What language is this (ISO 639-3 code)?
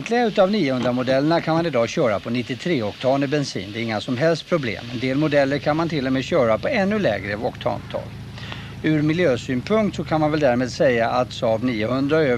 swe